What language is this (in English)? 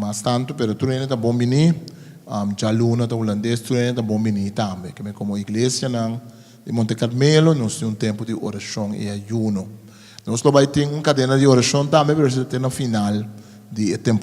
Papiamento